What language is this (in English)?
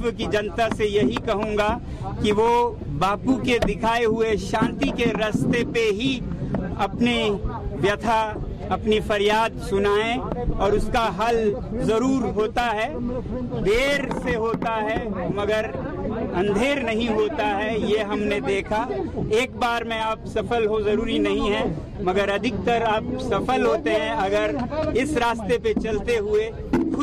Hindi